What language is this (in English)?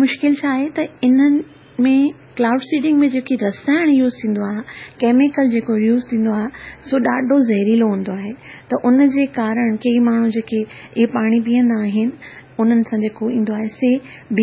Sindhi